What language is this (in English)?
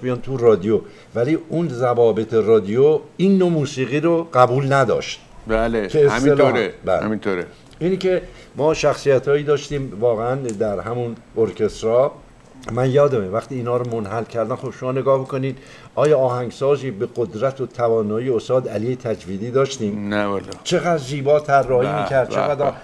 Persian